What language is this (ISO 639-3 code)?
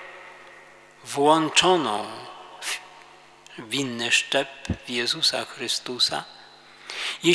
pol